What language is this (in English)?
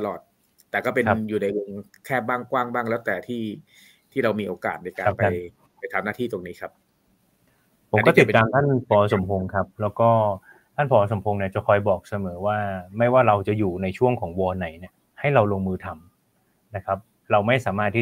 Thai